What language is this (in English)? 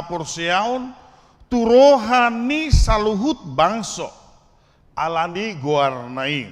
Batak Toba